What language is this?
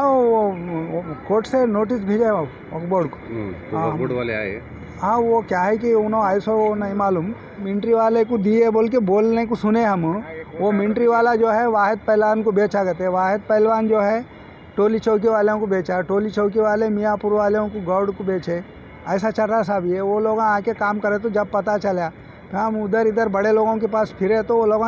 Hindi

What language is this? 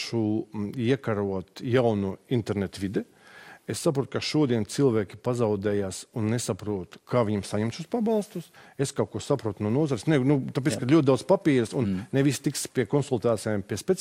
Latvian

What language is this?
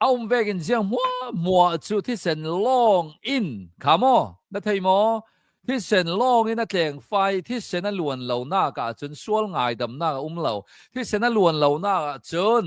Hakha Chin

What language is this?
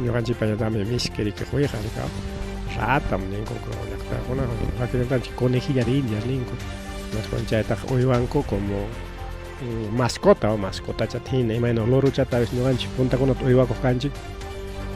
Ayacucho Quechua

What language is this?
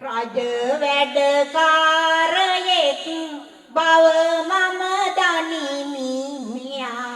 Sinhala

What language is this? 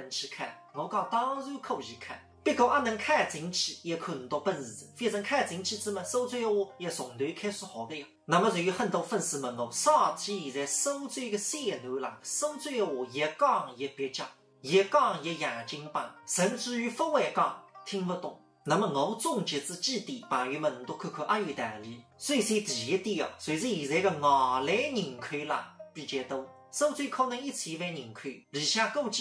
Wu Chinese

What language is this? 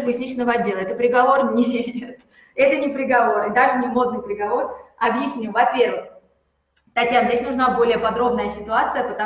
Russian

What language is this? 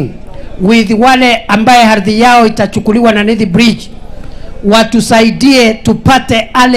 Gusii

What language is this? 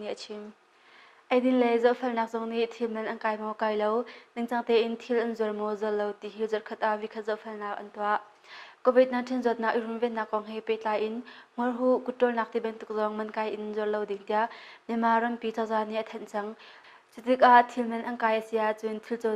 Hakha Chin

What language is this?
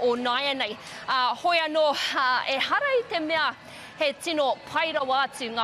Māori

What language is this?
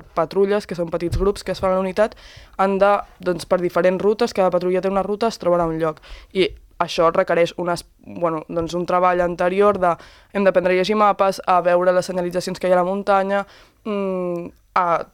Catalan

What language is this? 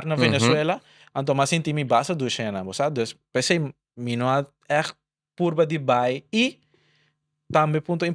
Papiamento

